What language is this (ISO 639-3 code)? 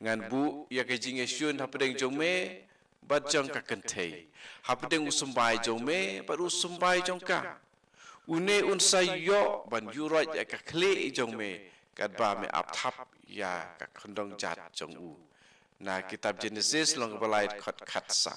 kha